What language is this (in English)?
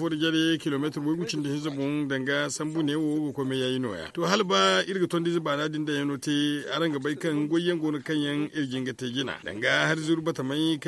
Zarma